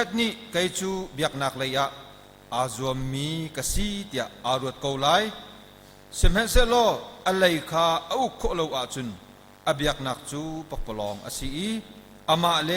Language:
Hakha Chin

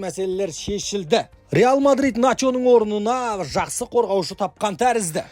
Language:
Kazakh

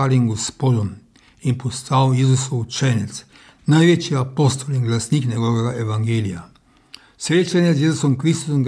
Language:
Slovenian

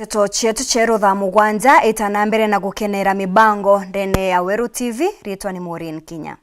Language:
Meru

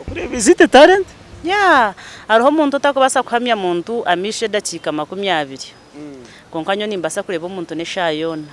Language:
Nyankole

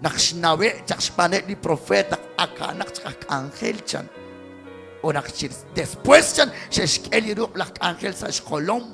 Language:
Kekchí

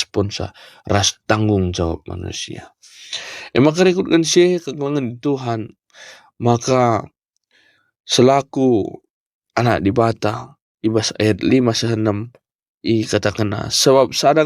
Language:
Batak Karo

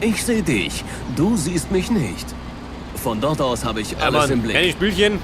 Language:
Bavarian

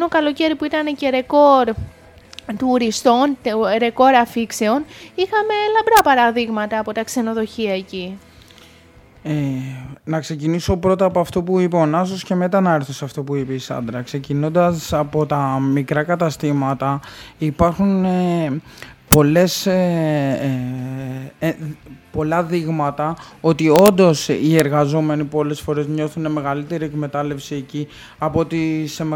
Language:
Greek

